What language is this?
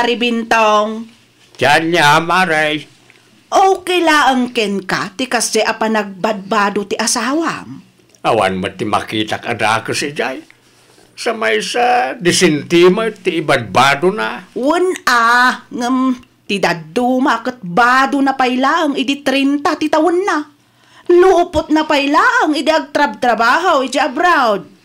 Iloko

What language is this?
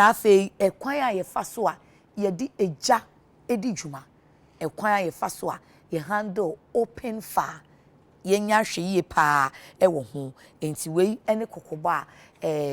Akan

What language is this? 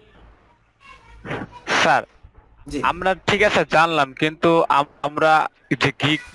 Bangla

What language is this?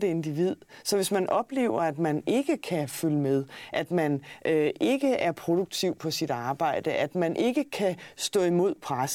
Danish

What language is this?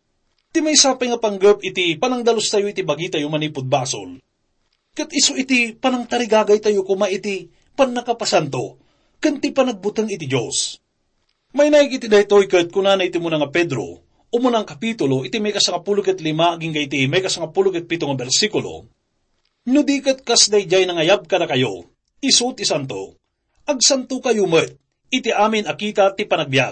Iloko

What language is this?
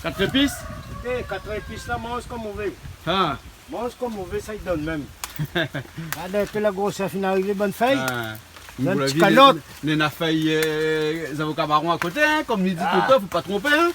Réunion Creole French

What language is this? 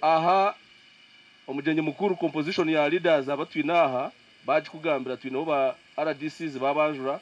Nyankole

